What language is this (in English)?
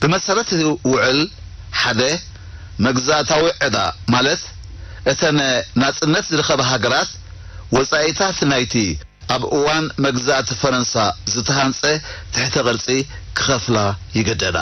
Tigrinya